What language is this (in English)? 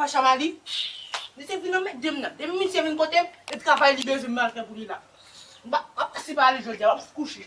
Haitian Creole